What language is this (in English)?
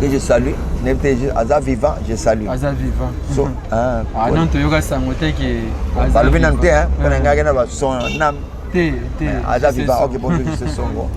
Lingala